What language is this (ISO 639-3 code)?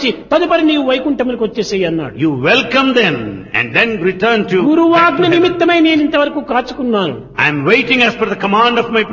tel